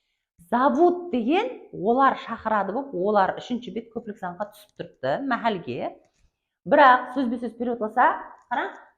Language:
Kara-Kalpak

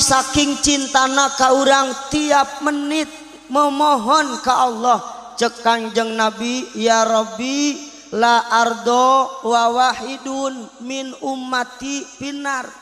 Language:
Sundanese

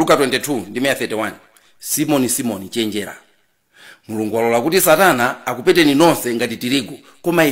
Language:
Nyanja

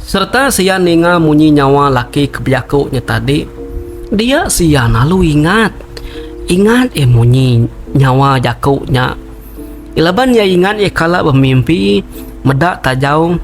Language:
Iban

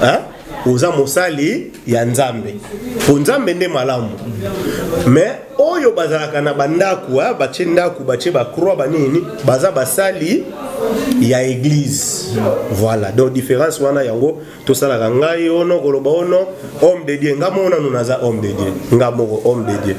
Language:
Lingala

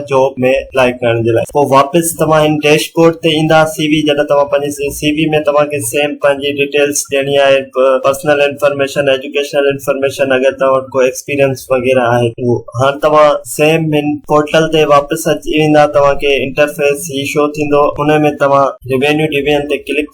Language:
Sindhi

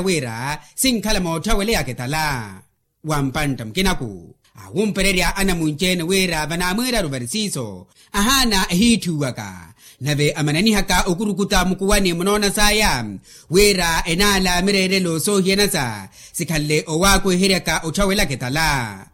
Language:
Makhuwa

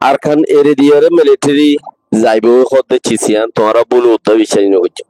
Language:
Rohingya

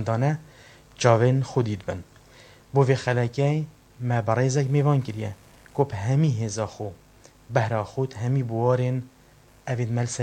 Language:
Kurdish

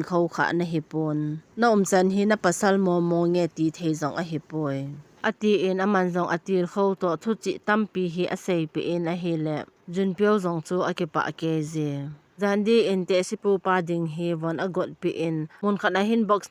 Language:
Thado Chin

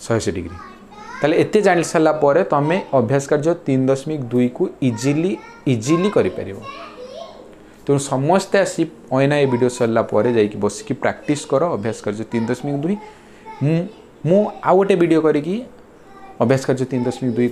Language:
Odia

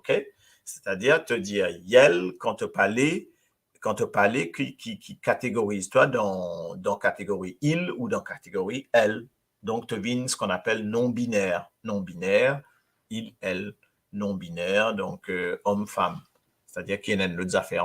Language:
Morisyen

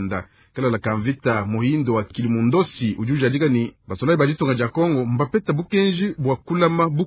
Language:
Luba-Lulua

